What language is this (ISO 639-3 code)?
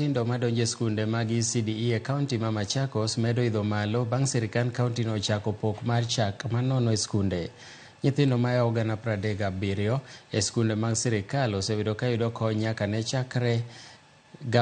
luo